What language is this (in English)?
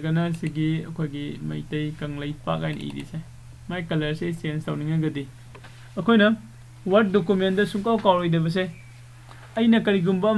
Manipuri